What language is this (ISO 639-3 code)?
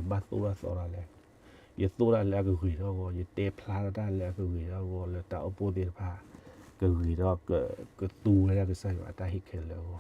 ksw